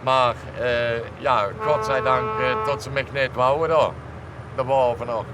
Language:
Limburgish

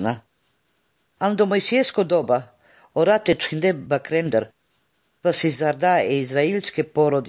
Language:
Serbian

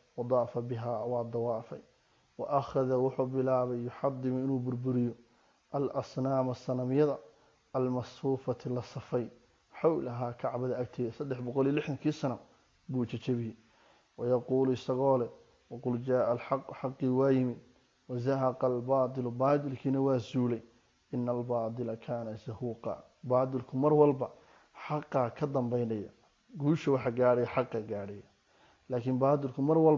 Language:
Somali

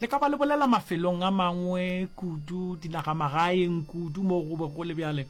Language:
Northern Sotho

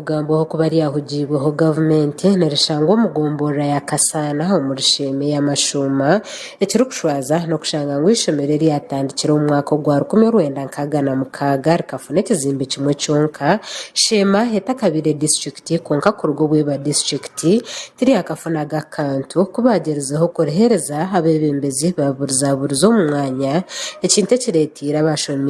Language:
Nyankole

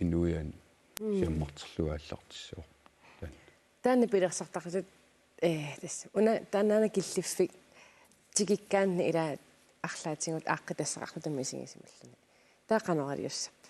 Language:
Kalaallisut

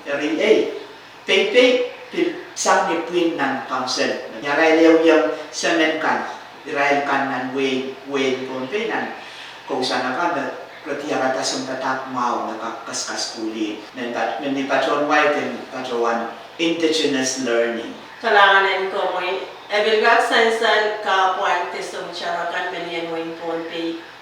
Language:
Pohnpeian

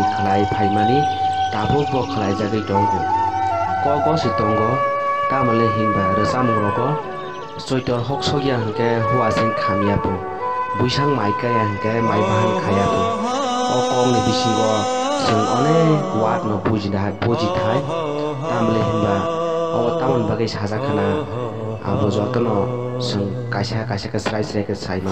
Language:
Kok Borok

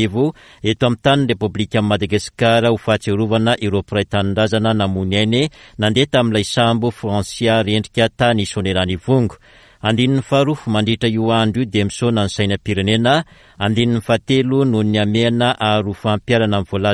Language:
Malagasy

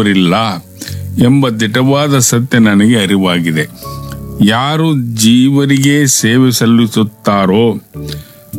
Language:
Kannada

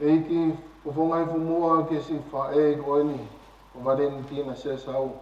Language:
Tongan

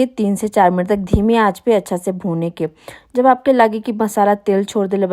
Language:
Bhojpuri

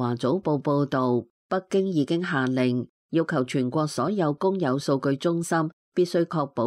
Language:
Cantonese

